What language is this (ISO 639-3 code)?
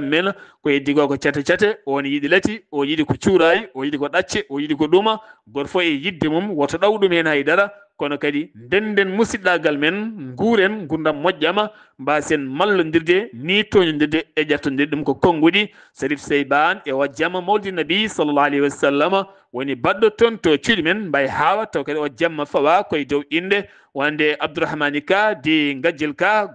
ful